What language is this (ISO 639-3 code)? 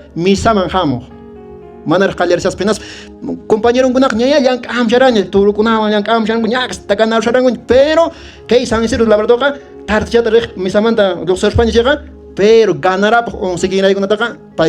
que